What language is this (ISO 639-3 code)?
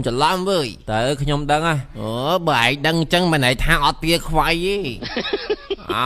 khm